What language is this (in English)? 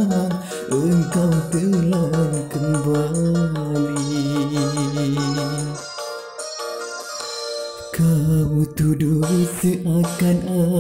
Malay